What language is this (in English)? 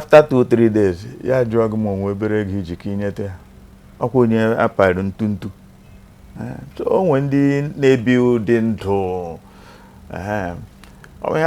Igbo